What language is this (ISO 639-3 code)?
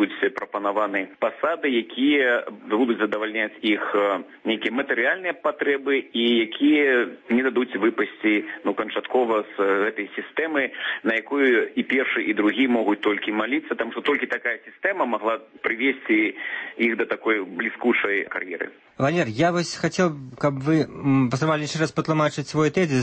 bel